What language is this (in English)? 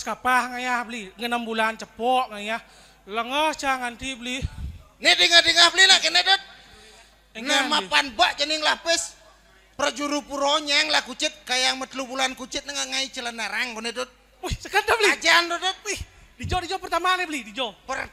Balinese